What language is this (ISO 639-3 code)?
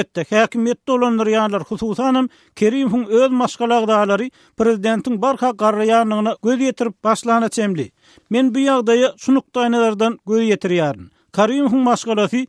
tuk